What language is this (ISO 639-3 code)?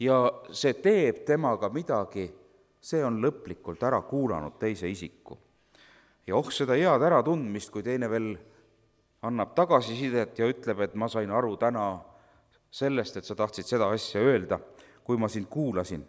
est